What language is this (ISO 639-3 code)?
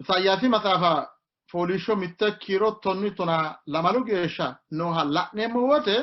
sid